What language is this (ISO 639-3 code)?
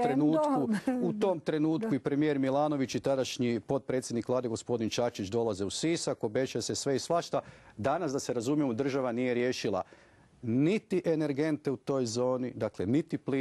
hrv